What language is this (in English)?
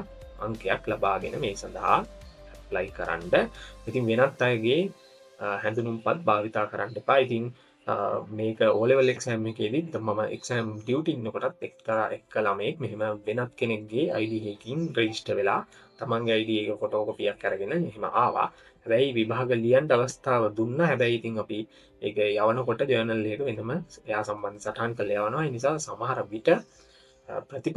Sinhala